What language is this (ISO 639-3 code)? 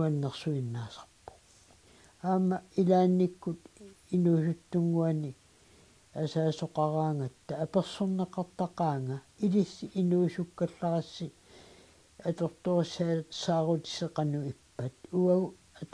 kal